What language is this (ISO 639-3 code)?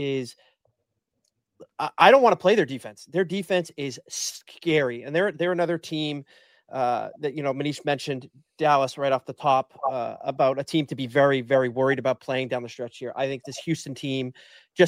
eng